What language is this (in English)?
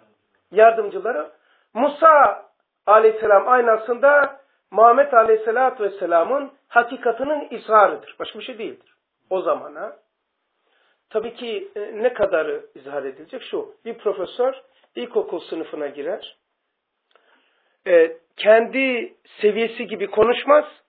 Turkish